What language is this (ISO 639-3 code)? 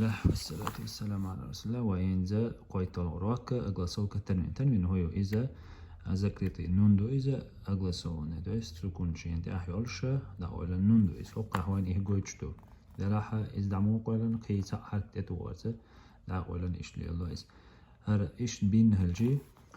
che